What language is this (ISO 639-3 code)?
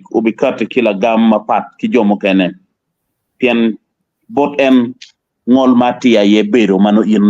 ach